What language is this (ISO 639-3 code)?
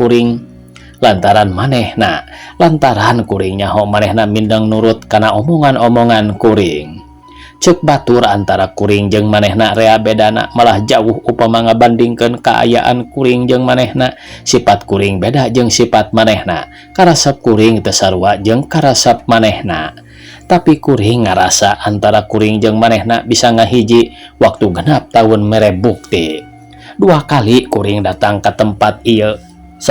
sun